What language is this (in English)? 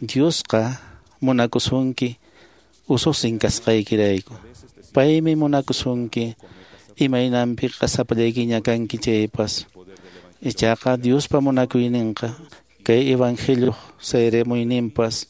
Quechua